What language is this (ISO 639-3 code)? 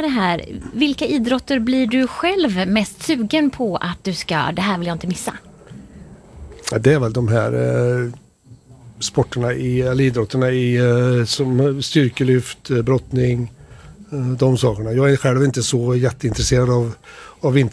swe